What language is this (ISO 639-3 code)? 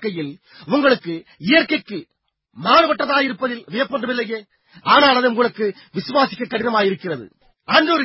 tam